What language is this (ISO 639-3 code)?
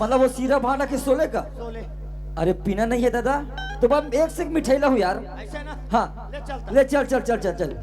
hne